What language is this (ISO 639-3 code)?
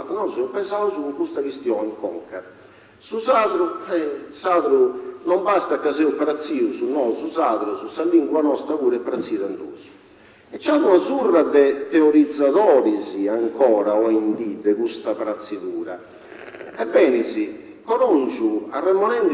srd